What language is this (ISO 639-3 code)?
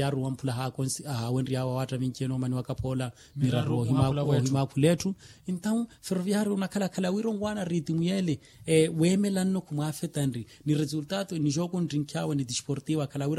vmw